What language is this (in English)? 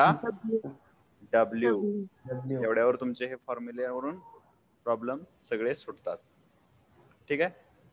Marathi